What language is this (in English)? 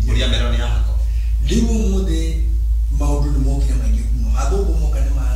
Kikuyu